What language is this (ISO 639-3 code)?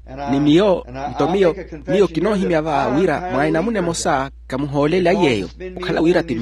vmw